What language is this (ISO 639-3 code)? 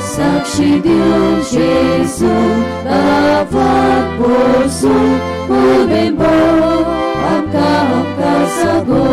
kok